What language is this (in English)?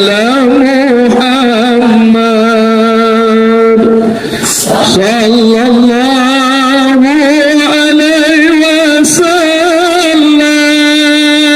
Minangkabau